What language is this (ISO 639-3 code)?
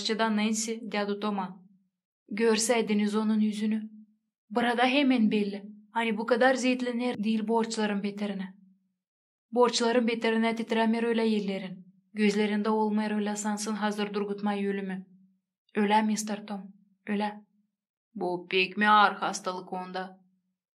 gag